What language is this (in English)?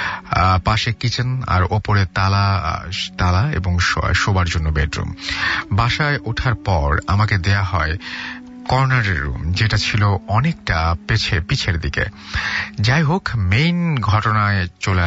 Bangla